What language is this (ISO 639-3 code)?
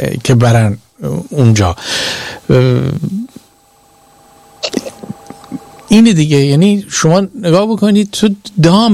fas